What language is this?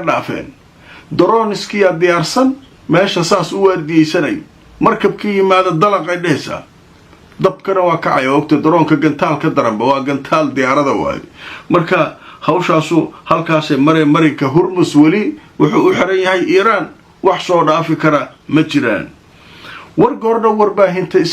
Somali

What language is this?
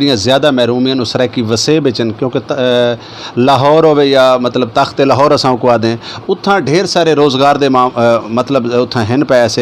Saraiki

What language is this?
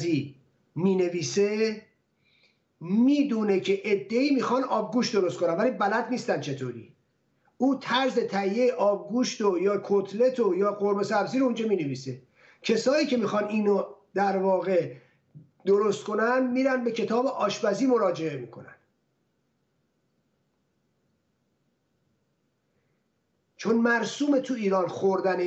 Persian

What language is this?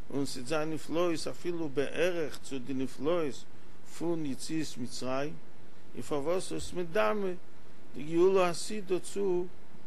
Yiddish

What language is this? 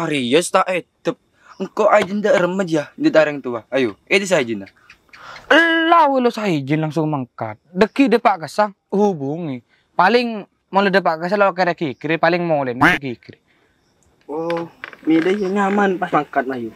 Madurese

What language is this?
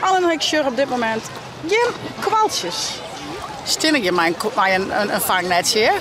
Western Frisian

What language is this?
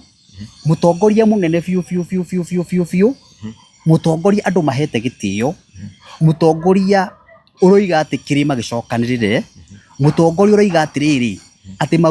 Kikuyu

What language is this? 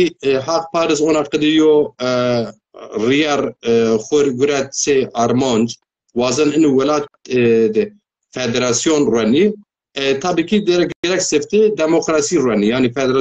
Zaza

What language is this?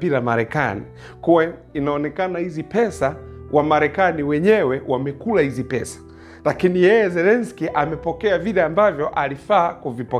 Swahili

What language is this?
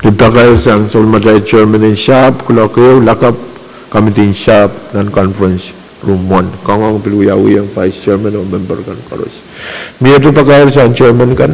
Pohnpeian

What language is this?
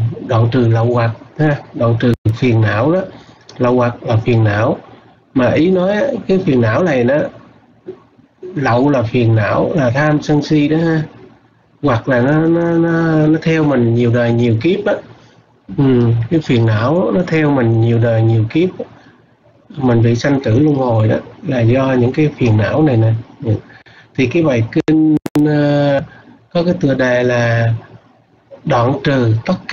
Vietnamese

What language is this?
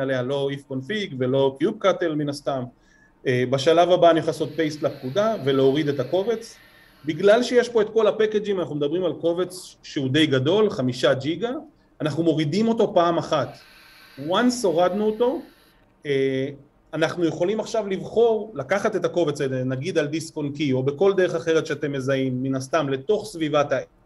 Hebrew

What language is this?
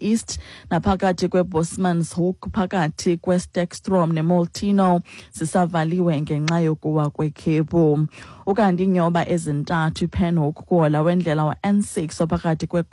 Xhosa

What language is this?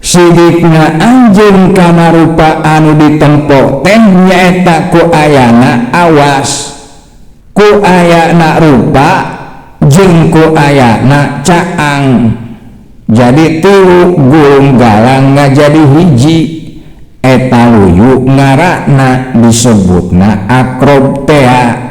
Sundanese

